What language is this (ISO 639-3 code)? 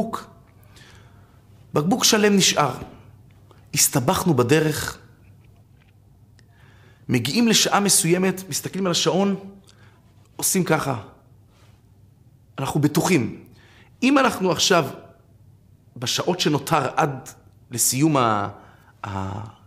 heb